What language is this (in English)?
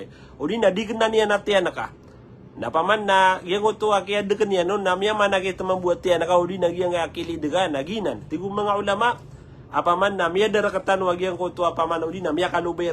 Maranao